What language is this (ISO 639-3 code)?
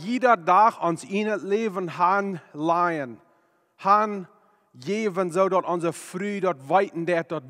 pdt